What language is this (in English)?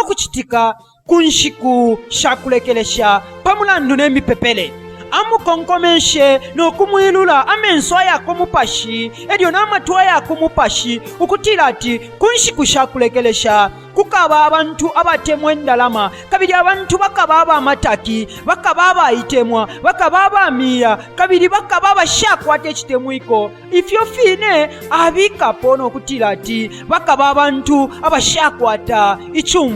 Bemba